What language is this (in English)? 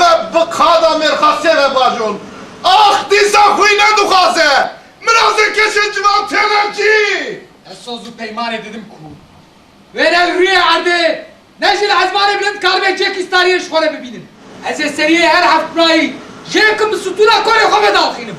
Kurdish